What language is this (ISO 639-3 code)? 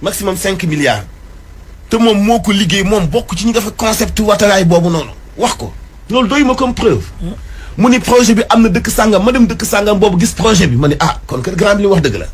wol